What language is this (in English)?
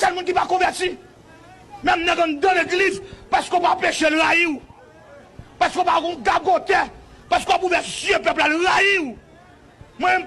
Haitian Creole